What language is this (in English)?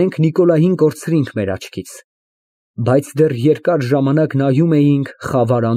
Armenian